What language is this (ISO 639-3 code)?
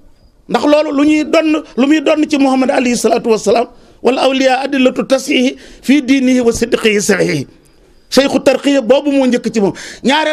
wol